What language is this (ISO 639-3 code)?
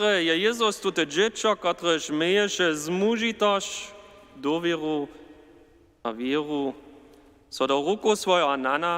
hsb